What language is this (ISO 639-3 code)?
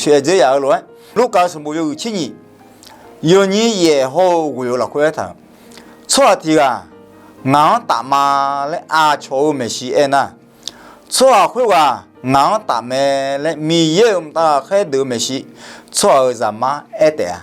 ahk